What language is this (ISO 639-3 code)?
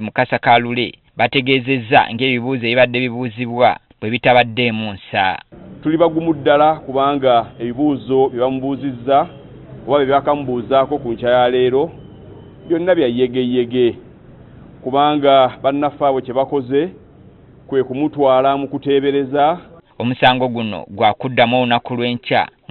lug